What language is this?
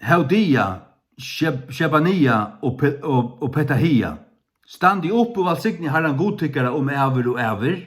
Faroese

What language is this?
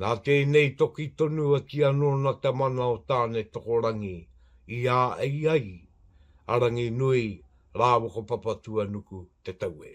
Māori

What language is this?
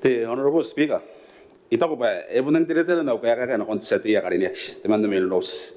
Gilbertese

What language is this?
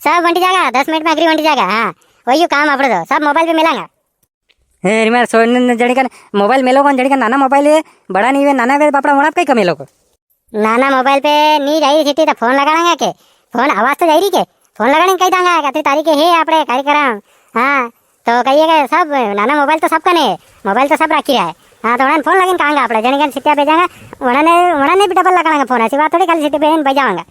Rajasthani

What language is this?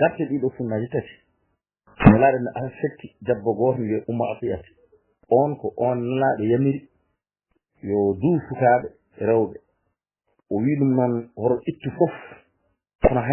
Fula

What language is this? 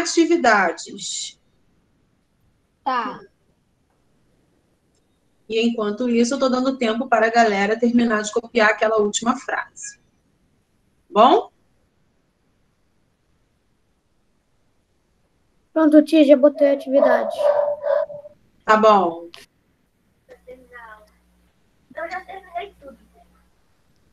Portuguese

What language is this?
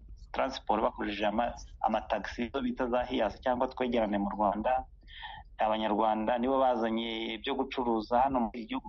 Kinyarwanda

